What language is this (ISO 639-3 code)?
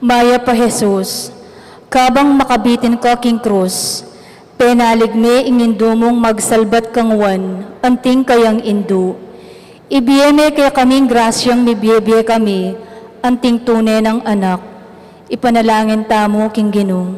pam